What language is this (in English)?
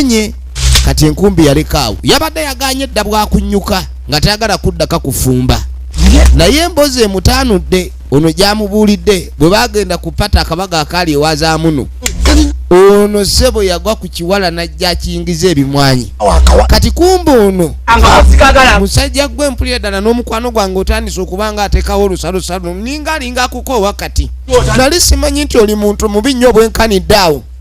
Ganda